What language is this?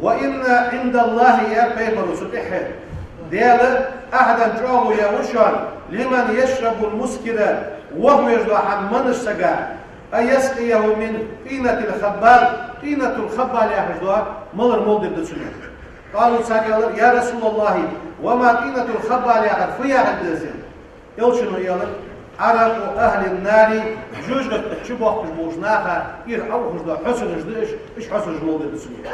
Ingush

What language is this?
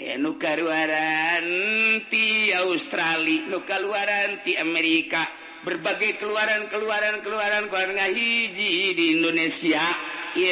Sundanese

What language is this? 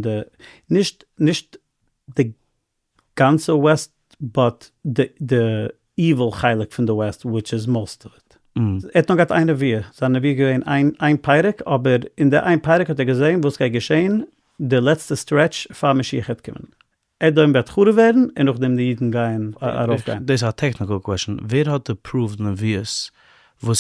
Yiddish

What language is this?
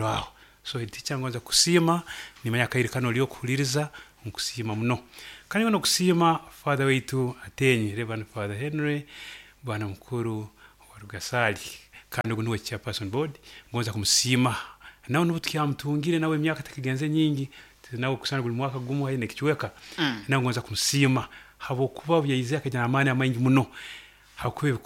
Nyoro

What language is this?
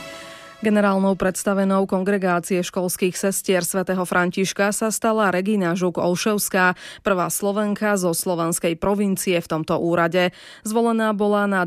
Slovak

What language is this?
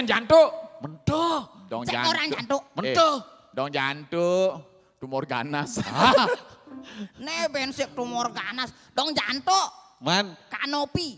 Balinese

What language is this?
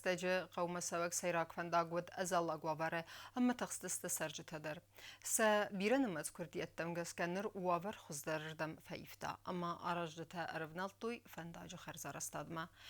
Ossetic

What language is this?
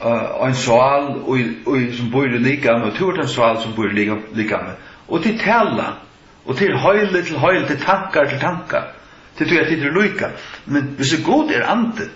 Faroese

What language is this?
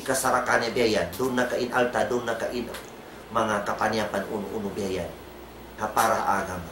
Tausug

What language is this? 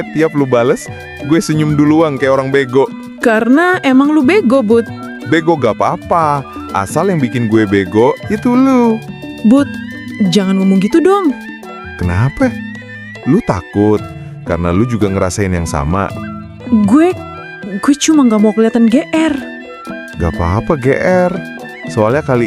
Betawi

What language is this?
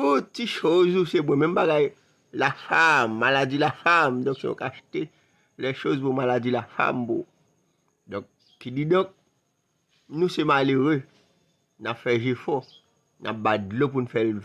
Haitian Creole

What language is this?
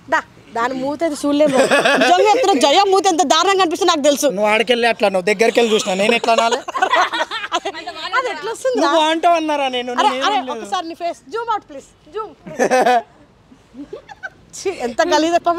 Telugu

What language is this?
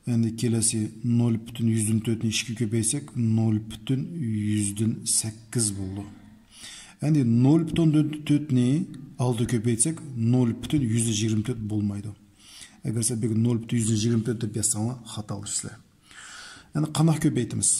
Uyghur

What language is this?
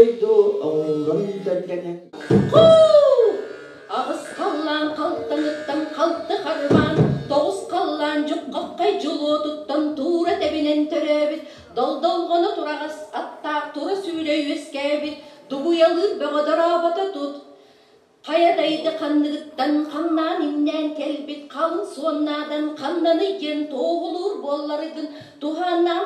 Yakut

